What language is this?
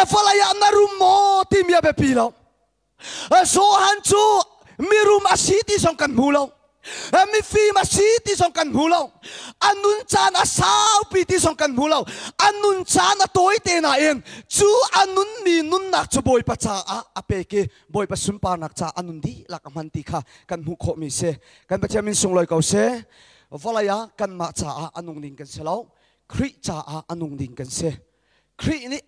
Hakha Chin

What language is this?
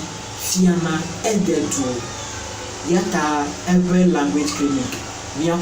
Ewe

